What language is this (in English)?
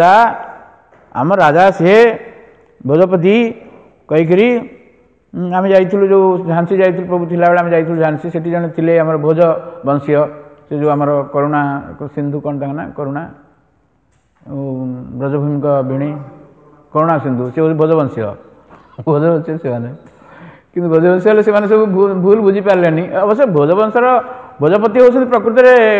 Odia